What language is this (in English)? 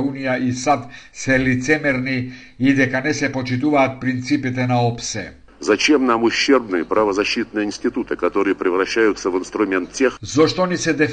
Macedonian